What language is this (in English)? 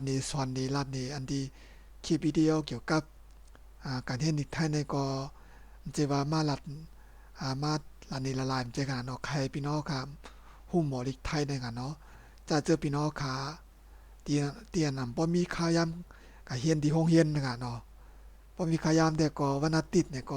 Shan